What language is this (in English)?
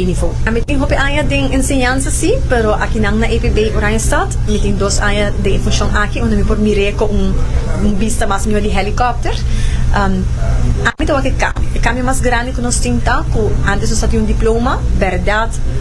Papiamento